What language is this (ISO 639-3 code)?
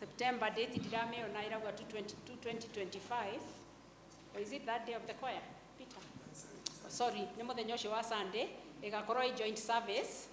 kik